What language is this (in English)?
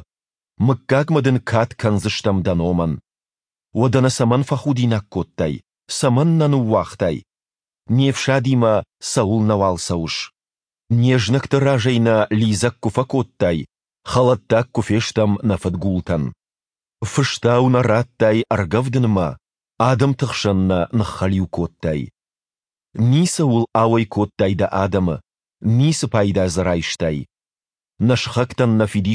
Ossetic